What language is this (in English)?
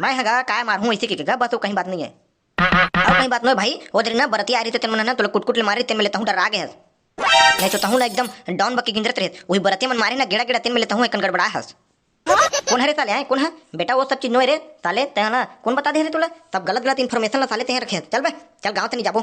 Chhattisgarhi